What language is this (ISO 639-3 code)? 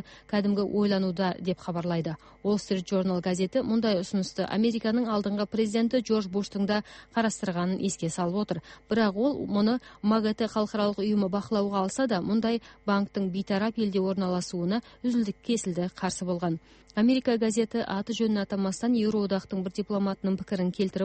kaz